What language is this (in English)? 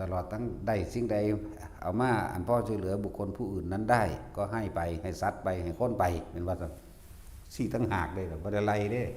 Northeastern Thai